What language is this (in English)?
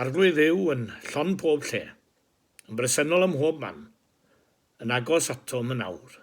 Welsh